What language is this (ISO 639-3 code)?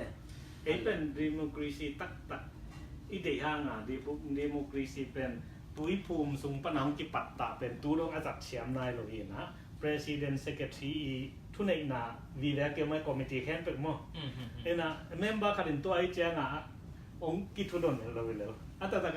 ctd